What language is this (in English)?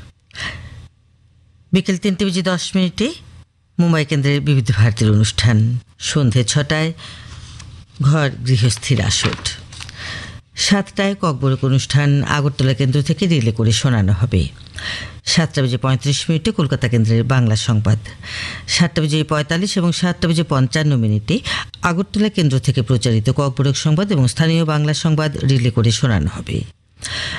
Bangla